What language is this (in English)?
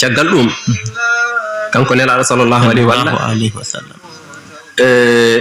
Fula